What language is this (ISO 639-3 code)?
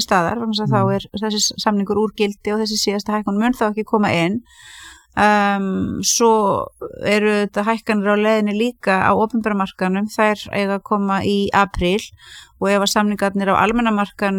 isl